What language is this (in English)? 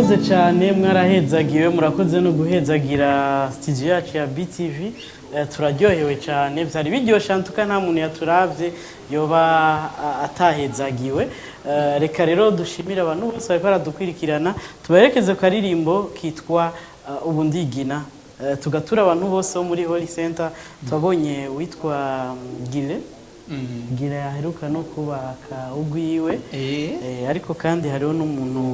Rundi